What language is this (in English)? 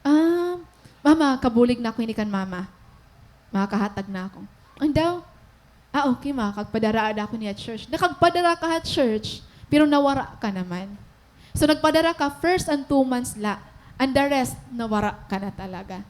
Waray